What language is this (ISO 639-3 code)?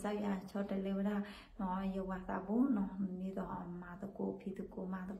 ksw